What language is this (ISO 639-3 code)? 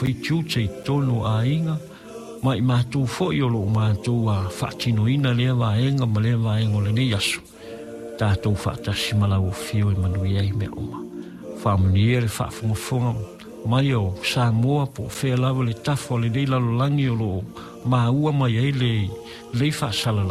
smo